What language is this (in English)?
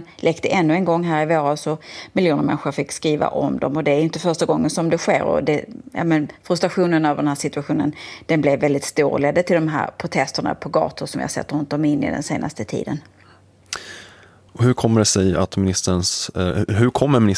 Swedish